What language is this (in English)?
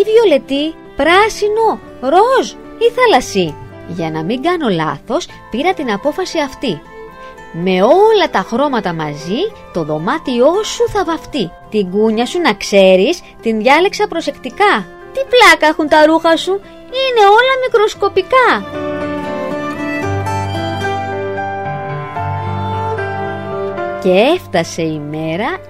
Greek